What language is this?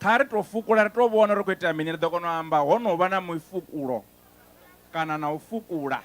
Venda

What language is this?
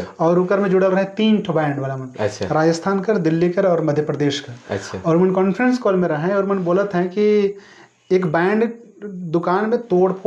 Sadri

